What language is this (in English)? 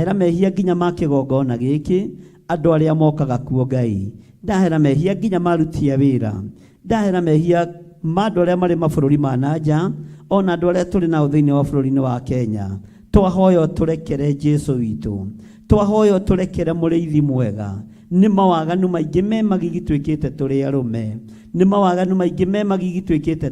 Kikuyu